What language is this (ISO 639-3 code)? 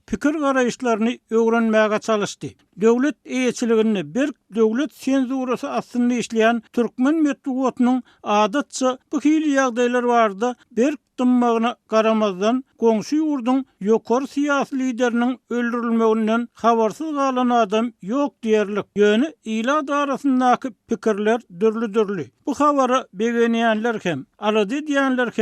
tuk